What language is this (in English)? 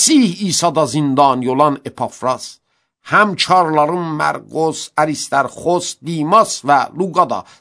Azerbaijani